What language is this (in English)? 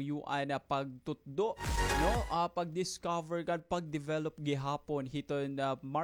Waray